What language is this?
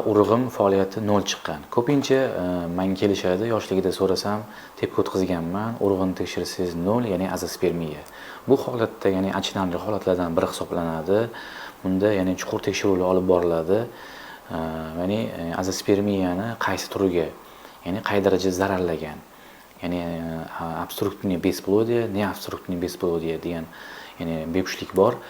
Uzbek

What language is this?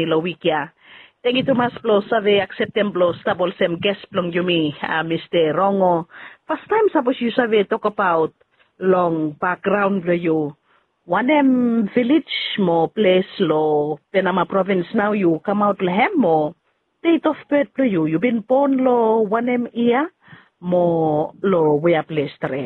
Bislama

